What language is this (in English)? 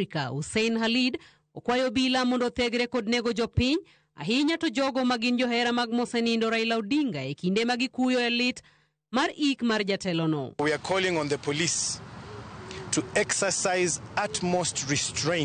Luo (Kenya and Tanzania)